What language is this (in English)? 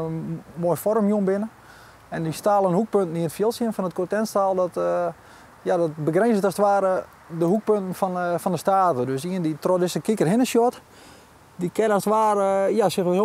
Western Frisian